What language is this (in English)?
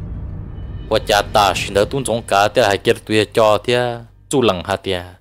Vietnamese